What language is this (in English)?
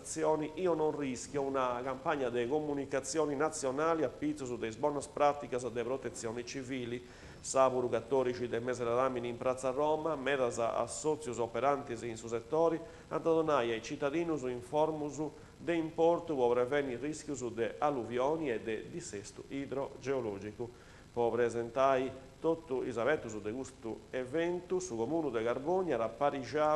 Sardinian